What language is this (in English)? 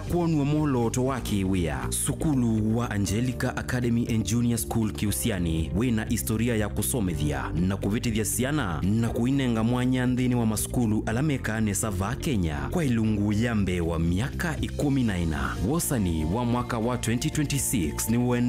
Kamba